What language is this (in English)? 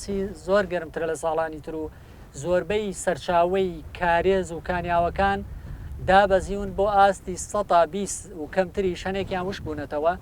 Central Kurdish